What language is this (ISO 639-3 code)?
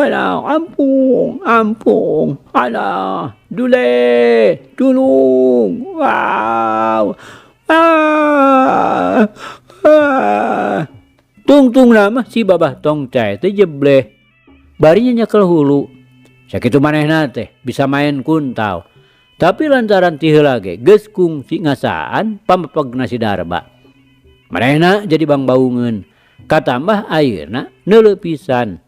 sun